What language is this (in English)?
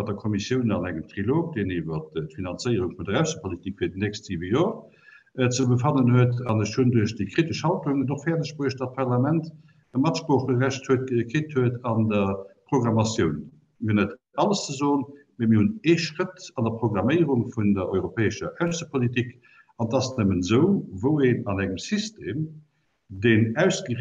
Luxembourgish